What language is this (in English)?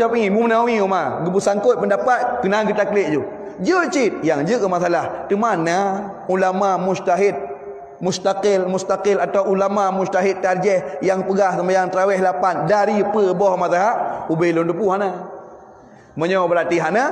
Achinese